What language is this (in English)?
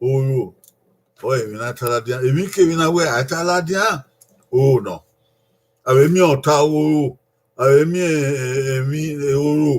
Bini